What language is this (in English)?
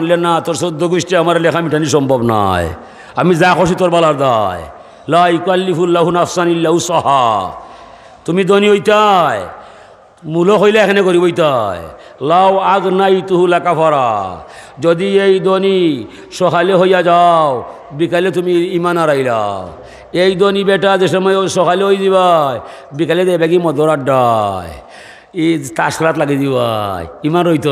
Sylheti